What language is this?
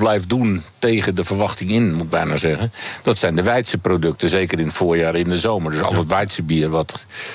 Dutch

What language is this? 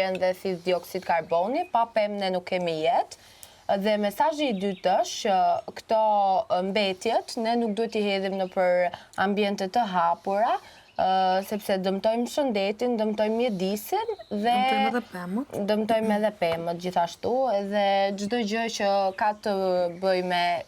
Albanian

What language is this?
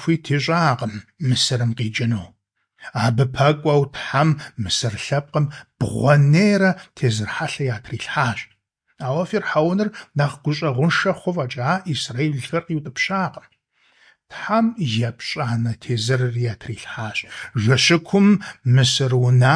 Kabardian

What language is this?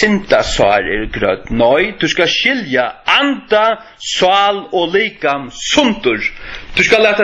Faroese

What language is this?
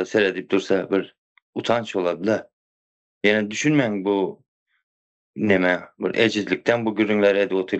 Turkmen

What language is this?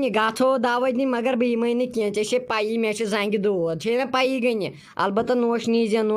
Kashmiri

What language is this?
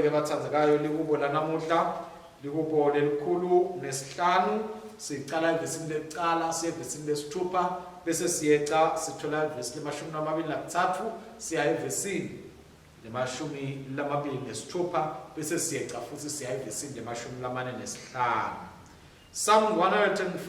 Swati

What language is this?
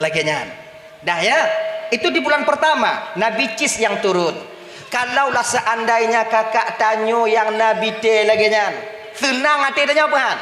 Achinese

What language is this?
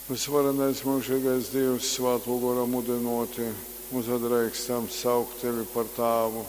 Latgalian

